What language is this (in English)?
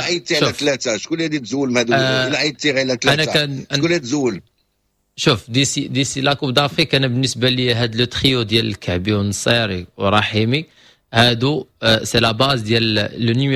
Moroccan Arabic